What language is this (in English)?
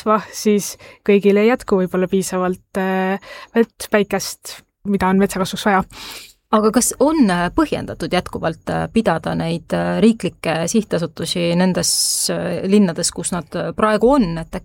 Estonian